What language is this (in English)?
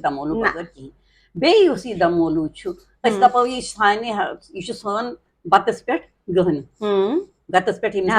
Kashmiri